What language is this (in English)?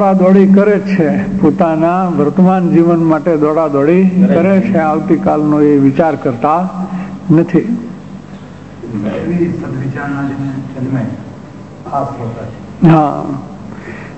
Gujarati